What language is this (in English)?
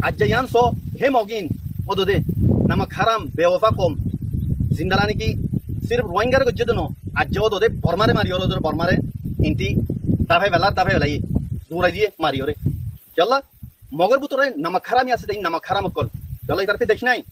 Rohingya